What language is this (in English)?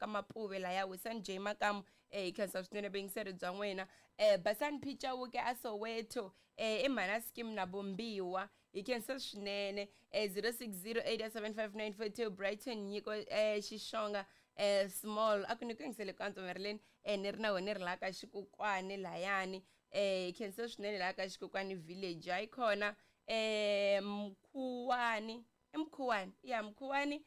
Tsonga